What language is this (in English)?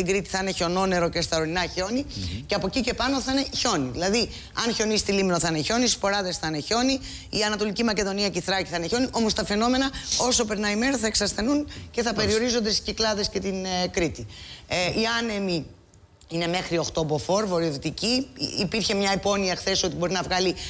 Greek